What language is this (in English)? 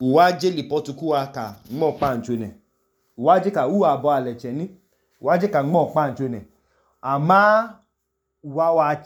Idoma